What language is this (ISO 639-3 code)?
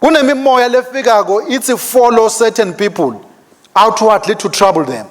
ssw